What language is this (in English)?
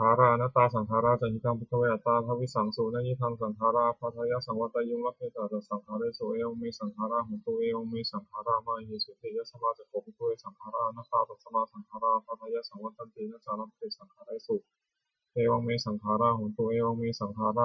Pali